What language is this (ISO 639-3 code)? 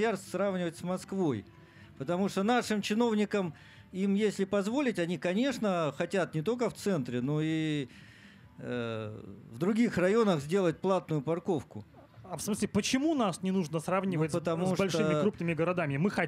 rus